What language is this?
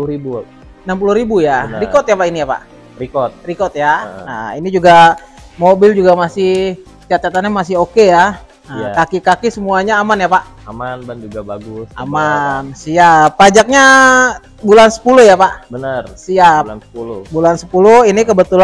Indonesian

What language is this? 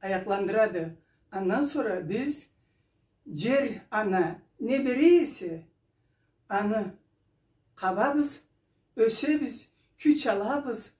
Karachay-Balkar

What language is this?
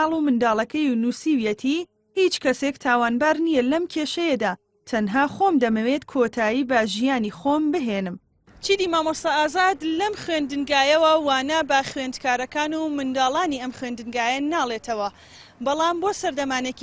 Central Kurdish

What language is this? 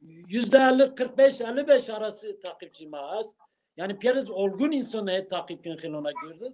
Zaza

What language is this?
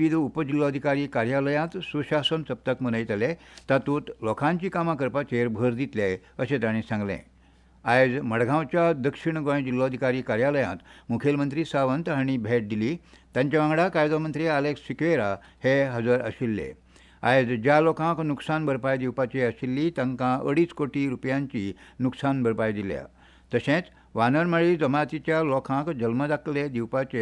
Konkani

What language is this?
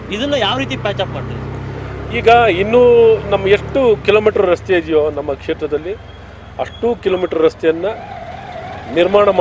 Kannada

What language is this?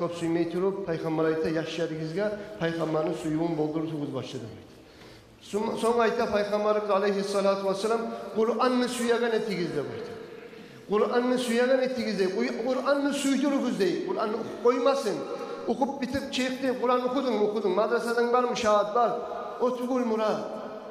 Kumyk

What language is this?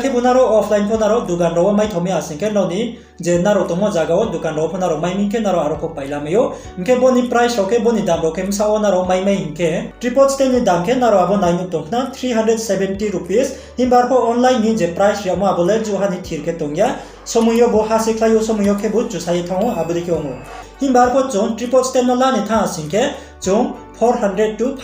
Riang (India)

